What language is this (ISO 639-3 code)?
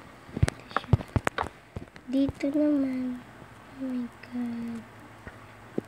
fil